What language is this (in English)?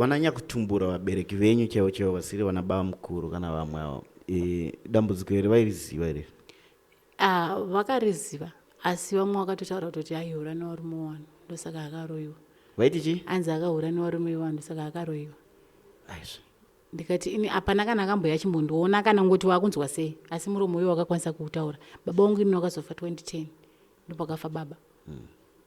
Shona